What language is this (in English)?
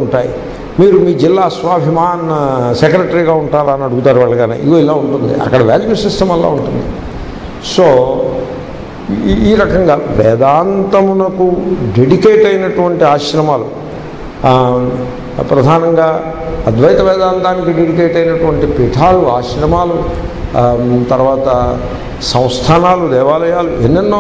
Telugu